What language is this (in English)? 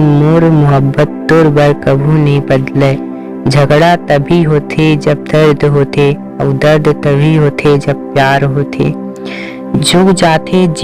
Chhattisgarhi